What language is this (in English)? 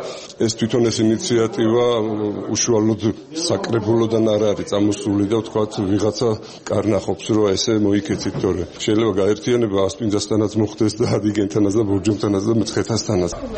Georgian